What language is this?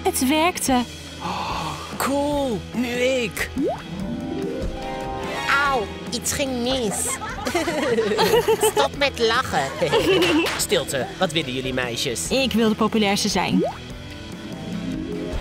Dutch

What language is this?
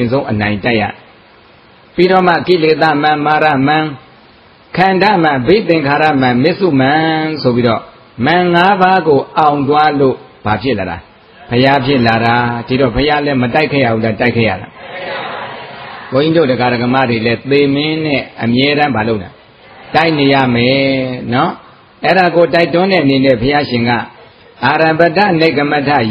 Burmese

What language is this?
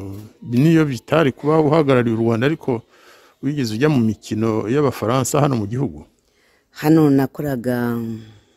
Kinyarwanda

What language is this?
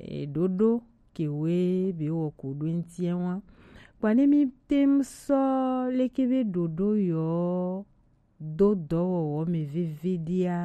Gen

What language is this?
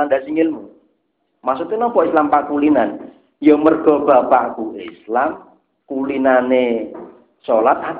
Javanese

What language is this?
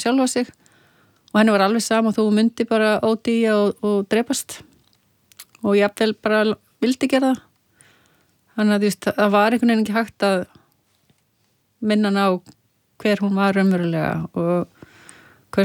Icelandic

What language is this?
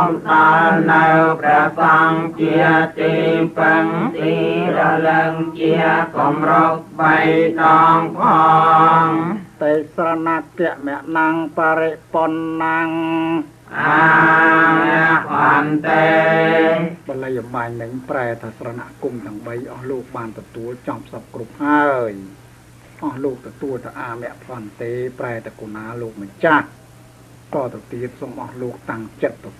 Khmer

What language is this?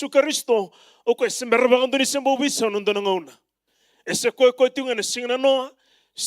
Fijian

